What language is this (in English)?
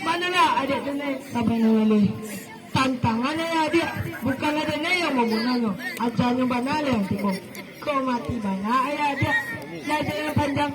Minangkabau